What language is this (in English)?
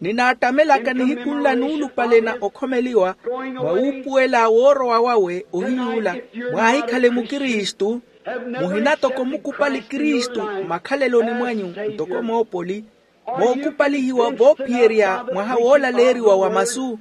Makhuwa